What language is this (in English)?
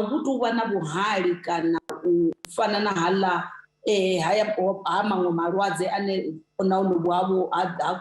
Venda